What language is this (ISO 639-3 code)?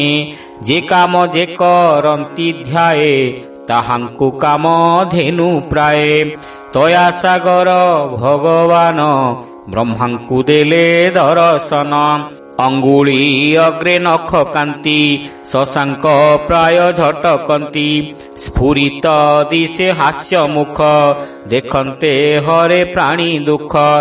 ori